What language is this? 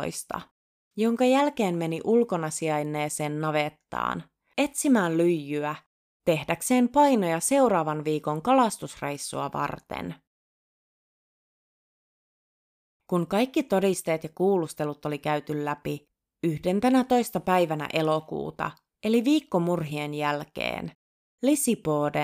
Finnish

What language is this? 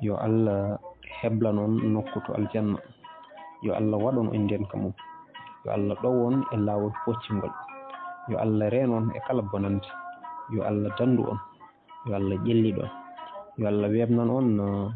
Fula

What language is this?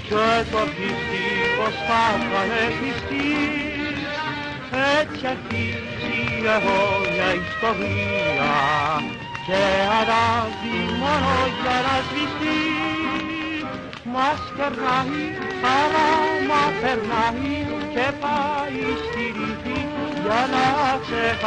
Greek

